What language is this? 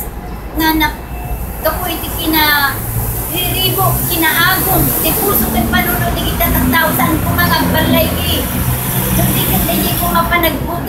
Iloko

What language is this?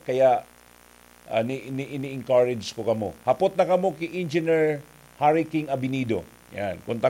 Bikol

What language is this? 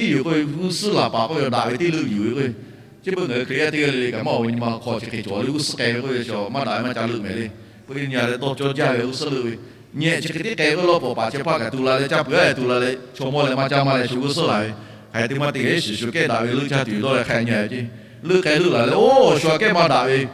Lahu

